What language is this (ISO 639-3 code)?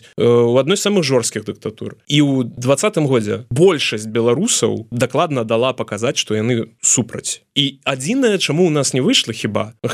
bel